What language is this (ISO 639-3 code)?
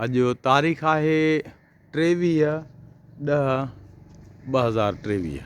snd